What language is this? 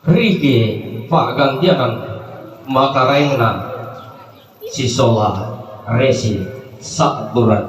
Toraja-Sa'dan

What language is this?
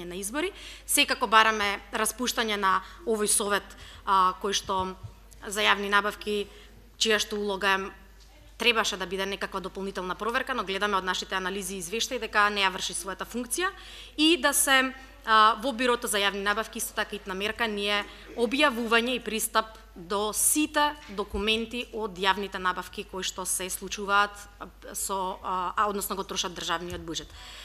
Macedonian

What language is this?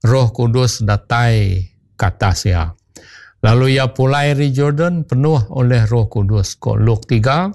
Iban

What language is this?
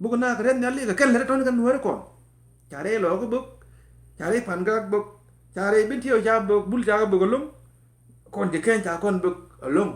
Nuer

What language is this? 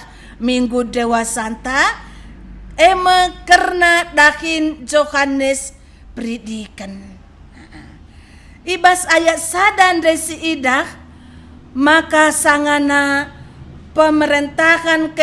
Batak Karo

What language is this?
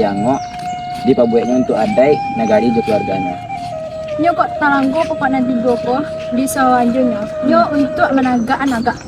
Minangkabau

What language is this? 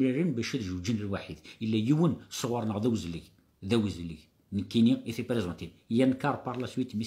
Kabyle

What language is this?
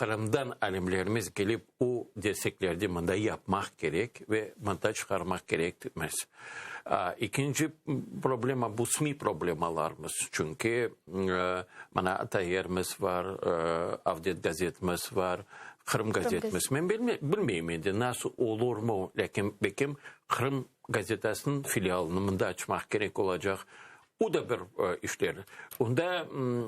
Crimean Tatar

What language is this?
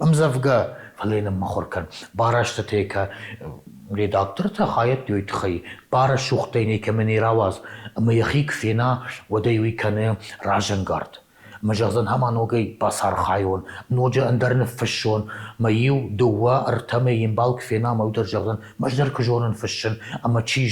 Ossetic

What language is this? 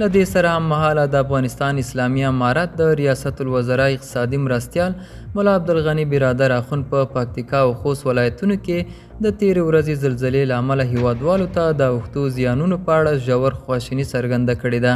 Pashto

